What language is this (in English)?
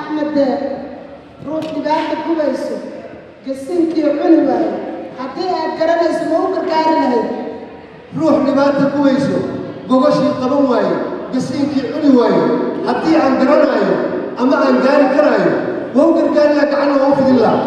Somali